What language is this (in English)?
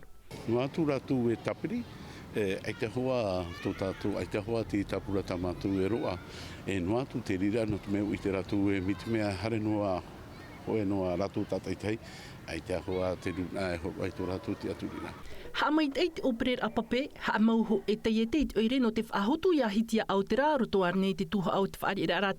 Tahitian